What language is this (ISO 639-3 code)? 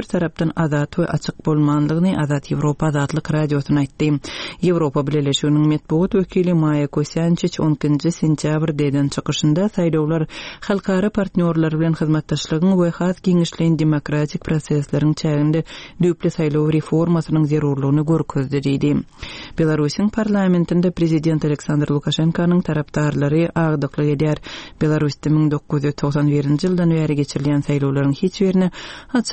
tuk